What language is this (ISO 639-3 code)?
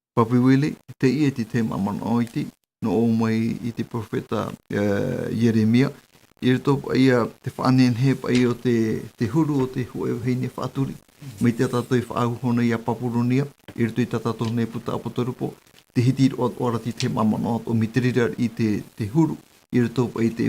tah